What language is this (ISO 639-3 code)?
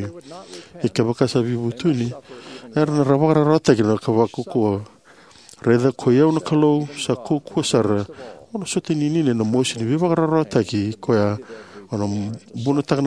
fij